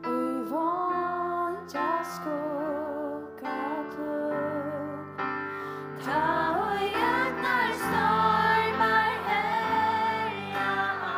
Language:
Faroese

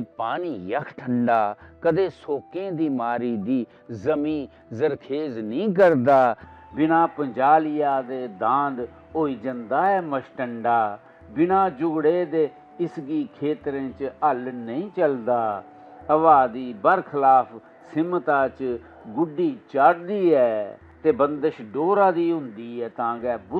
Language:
Dogri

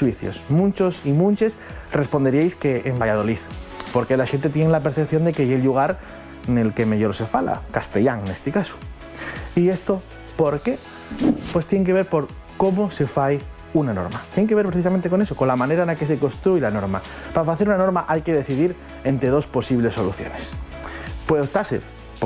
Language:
Asturian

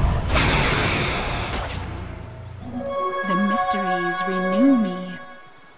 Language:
English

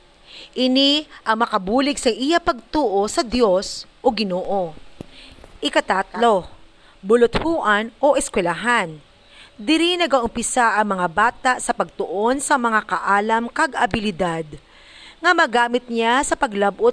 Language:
Hiligaynon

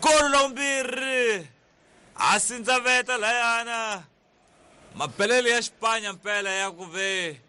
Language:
Tsonga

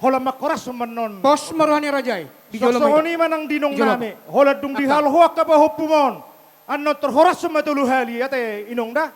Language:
Batak Toba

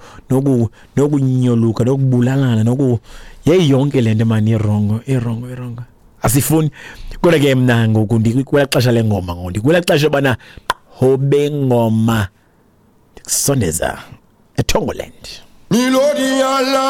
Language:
Xhosa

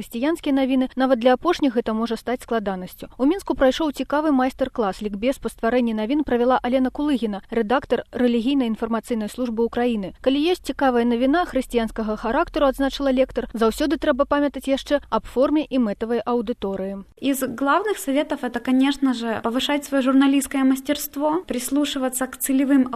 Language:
Belarusian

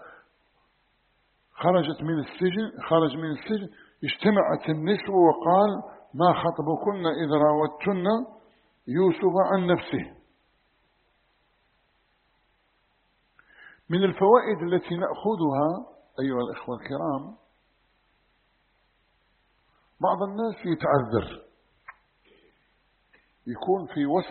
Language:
Arabic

